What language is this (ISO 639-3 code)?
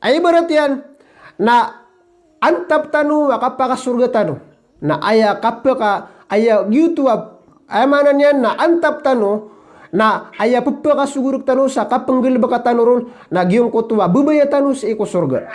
mrw